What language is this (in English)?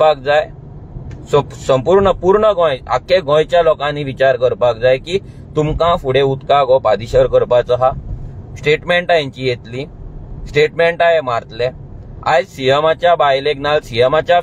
Konkani